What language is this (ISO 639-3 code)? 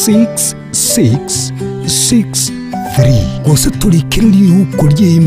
guz